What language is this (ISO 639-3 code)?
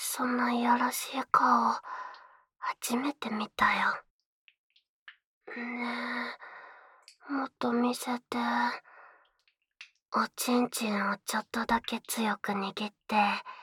jpn